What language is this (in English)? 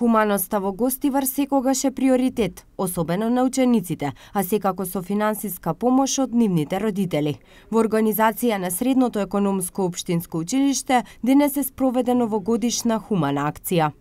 Macedonian